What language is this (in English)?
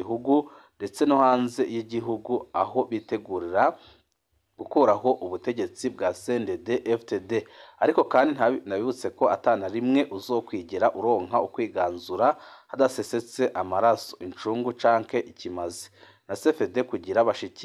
Rundi